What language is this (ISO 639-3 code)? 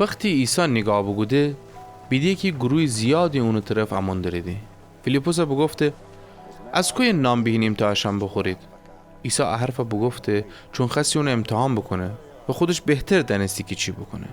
glk